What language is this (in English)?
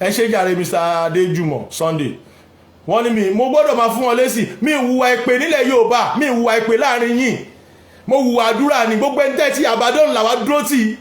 Yoruba